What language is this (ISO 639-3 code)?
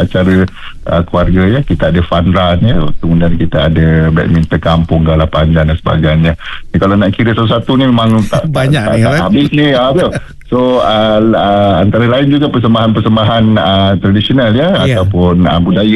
msa